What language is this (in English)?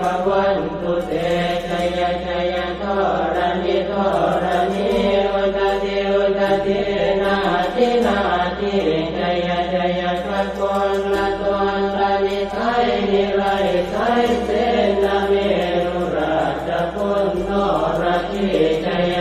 Pali